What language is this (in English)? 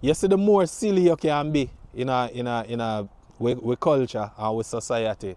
Jamaican Creole English